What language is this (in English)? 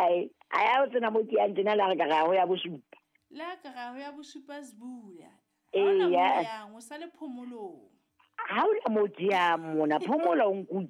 Southern Sotho